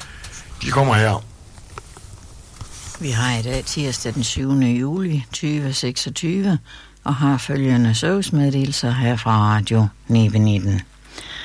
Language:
Danish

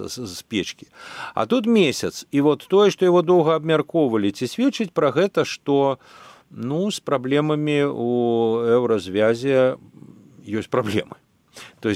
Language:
Belarusian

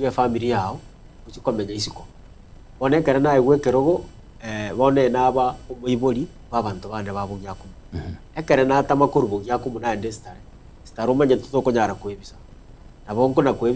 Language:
Gusii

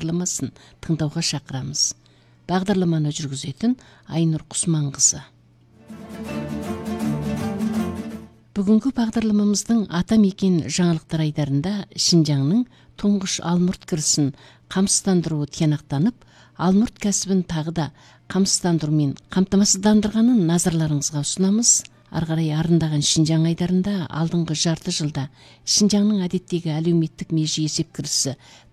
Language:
Kazakh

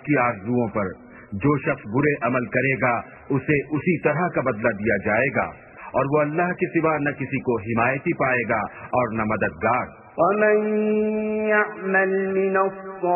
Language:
Urdu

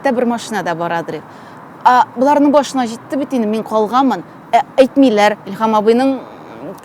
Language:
Tatar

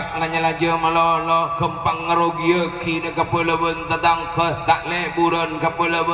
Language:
Madurese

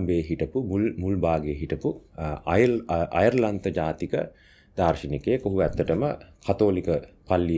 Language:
Sinhala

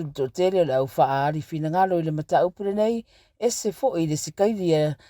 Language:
Samoan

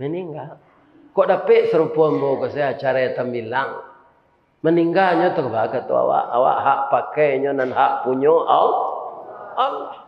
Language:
Minangkabau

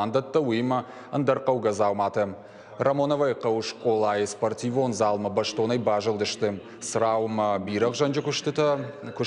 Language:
Ossetic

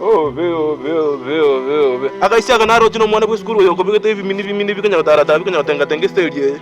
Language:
Gusii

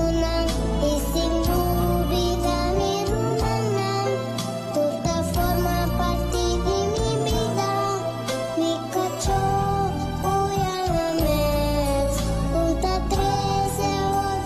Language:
Papiamento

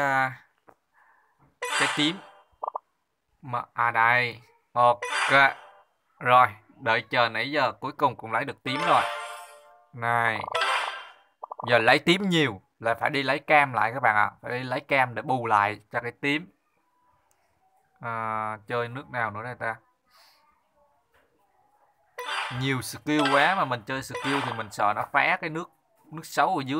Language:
Vietnamese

